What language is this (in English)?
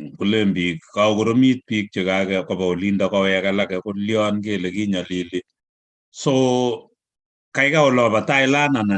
Kalenjin